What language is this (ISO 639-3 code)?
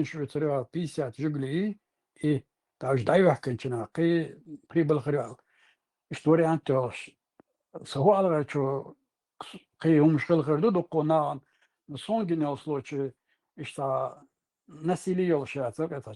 che